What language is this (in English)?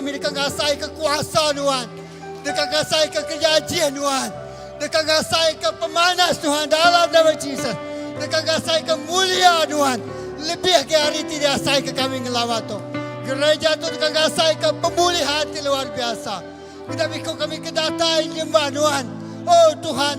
Iban